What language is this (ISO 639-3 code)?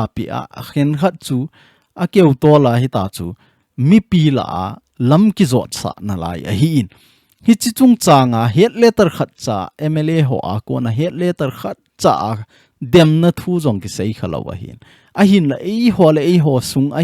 tcz